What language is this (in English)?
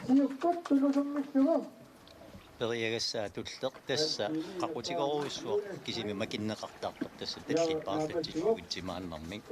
Kalaallisut